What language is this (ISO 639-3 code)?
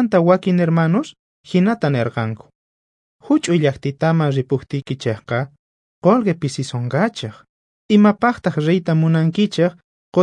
quh